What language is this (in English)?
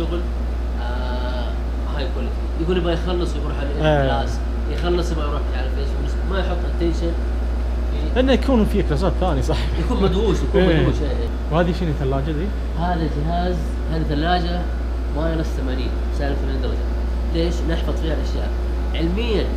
Najdi Arabic